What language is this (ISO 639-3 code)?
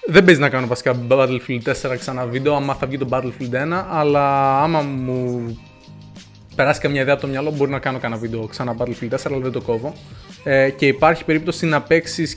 ell